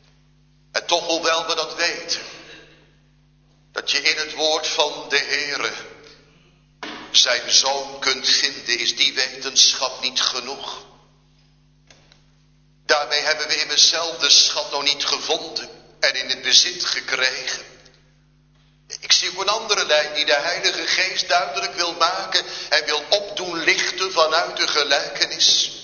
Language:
Dutch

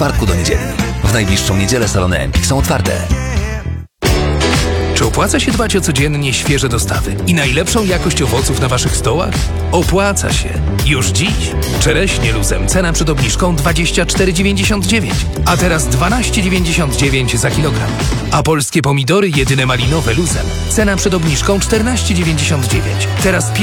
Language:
Polish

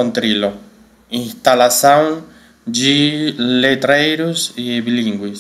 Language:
Esperanto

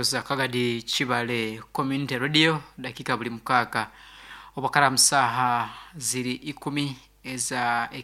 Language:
Nyankole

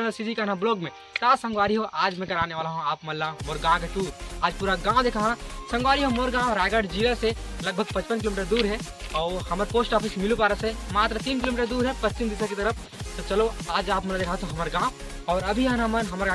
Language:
Chhattisgarhi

